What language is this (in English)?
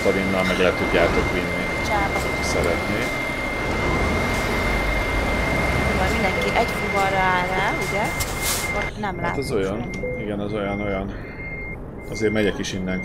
Hungarian